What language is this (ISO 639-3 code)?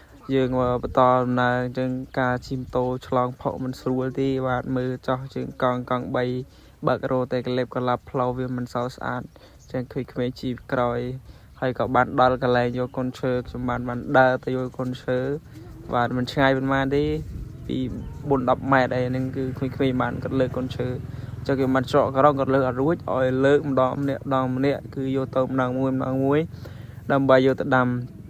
khm